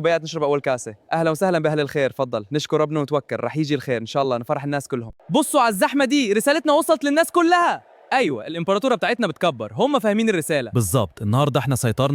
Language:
Egyptian Arabic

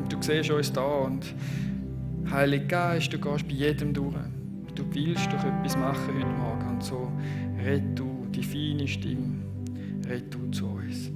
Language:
Swiss German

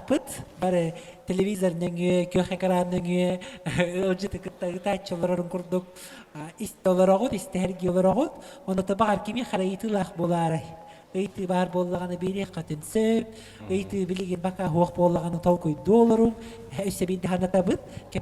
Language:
Yakut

